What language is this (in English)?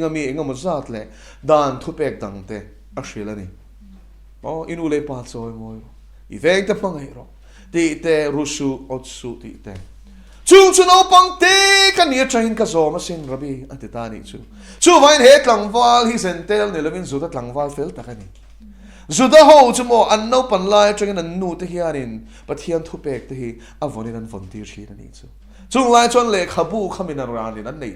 Mizo